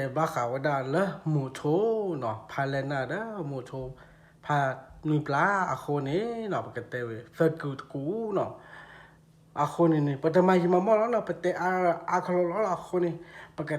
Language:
S'gaw Karen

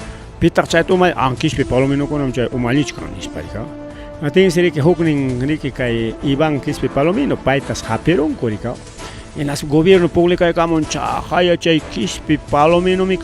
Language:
Ayacucho Quechua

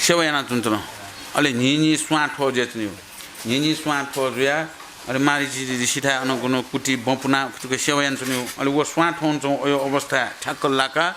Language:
Newari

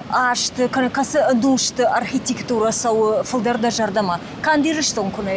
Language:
Ossetic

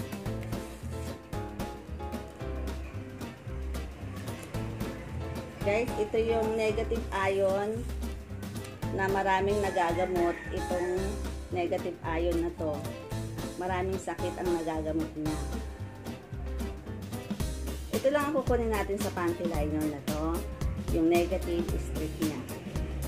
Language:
Filipino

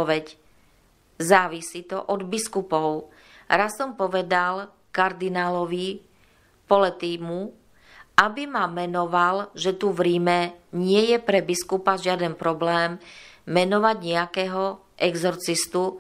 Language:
Slovak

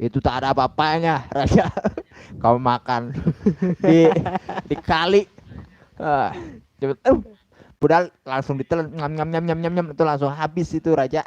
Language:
Betawi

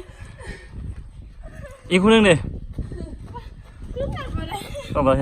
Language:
Lao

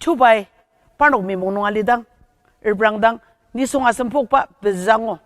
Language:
Ao Naga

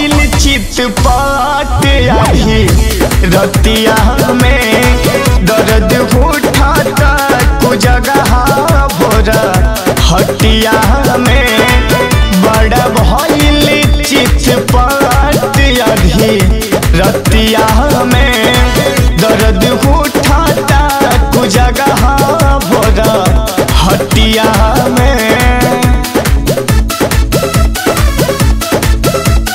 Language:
Bhojpuri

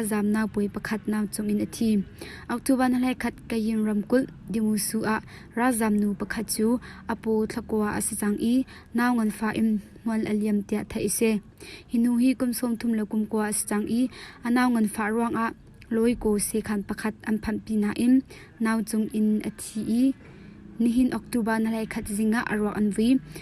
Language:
Hakha Chin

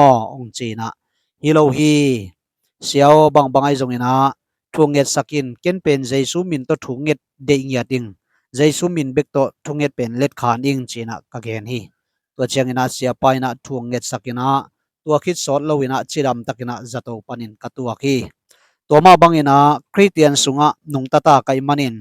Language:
Tedim Chin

